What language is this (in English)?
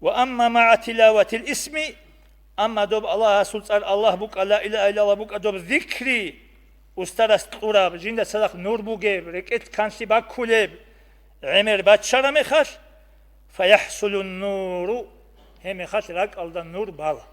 Avaric